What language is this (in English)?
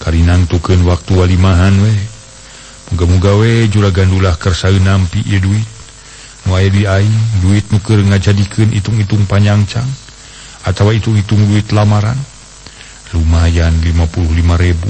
Sundanese